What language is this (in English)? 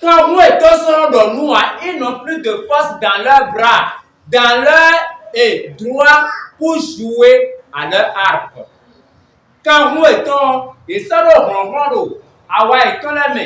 Fon